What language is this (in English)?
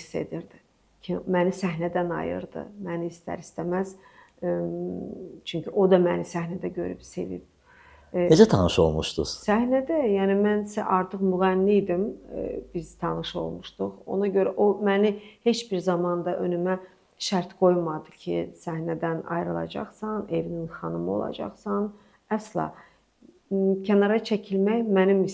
Azerbaijani